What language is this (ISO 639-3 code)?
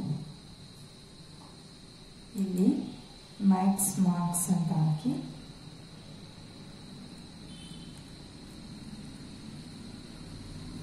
kan